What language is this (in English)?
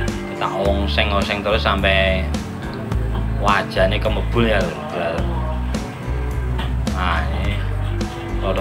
Indonesian